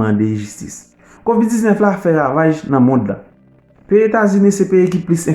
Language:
Haitian Creole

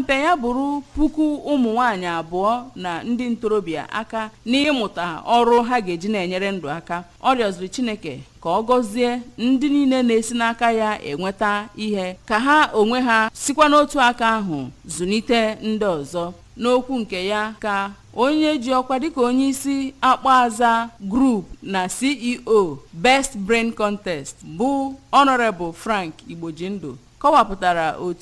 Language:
Igbo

